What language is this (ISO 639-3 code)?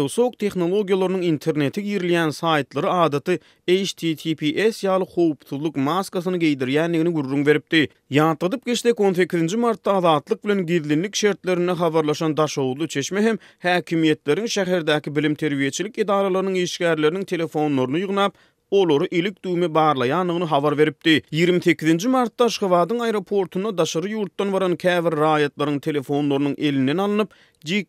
tuk